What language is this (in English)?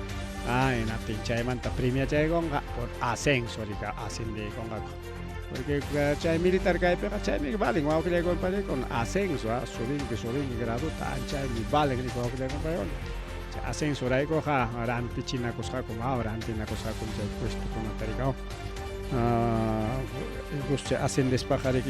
Ayacucho Quechua